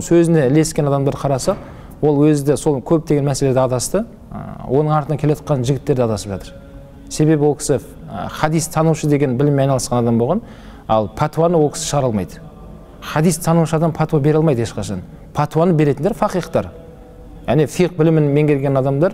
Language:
Kazakh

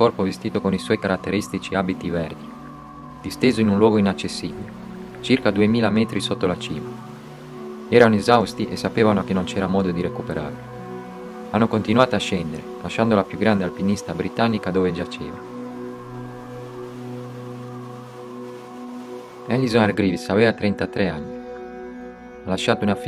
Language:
Italian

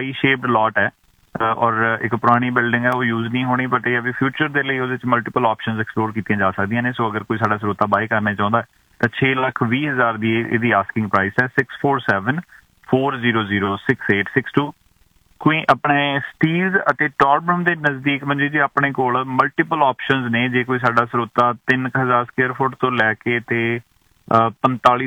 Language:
Punjabi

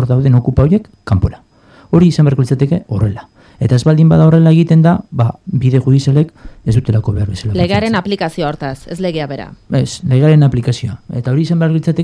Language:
Basque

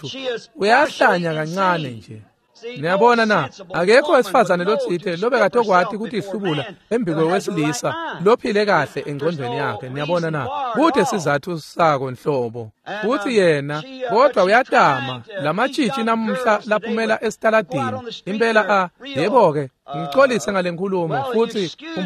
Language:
Swati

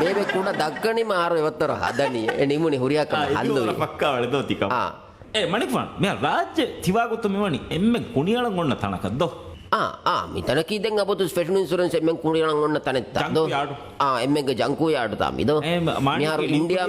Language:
Divehi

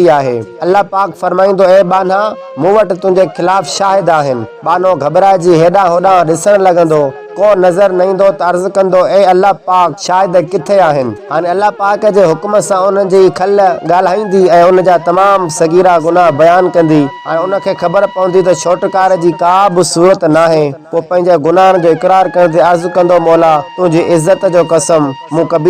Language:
Sindhi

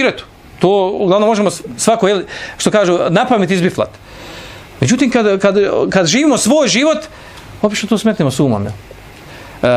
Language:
Bosnian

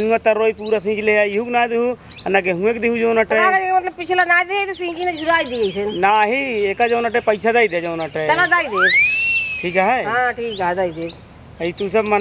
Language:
Awadhi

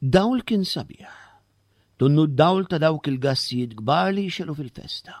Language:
Maltese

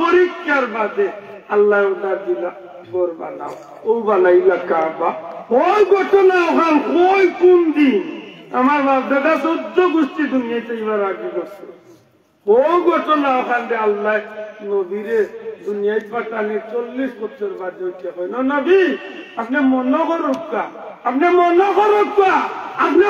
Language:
Sylheti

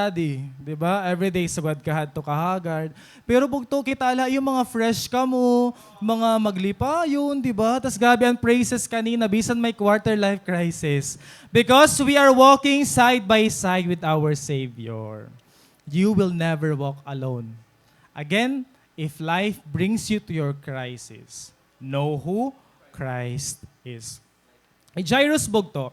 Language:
Waray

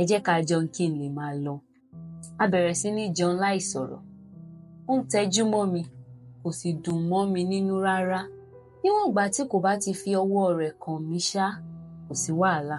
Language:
Yoruba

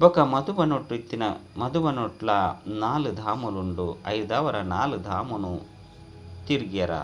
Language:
Tulu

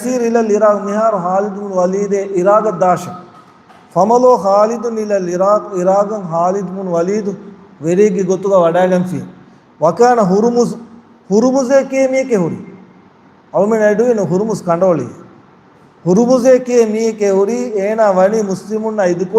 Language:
Divehi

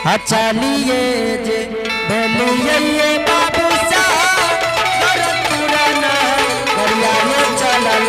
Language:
Angika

